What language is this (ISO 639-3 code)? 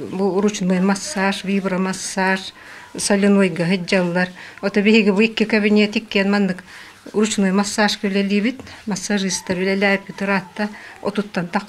sah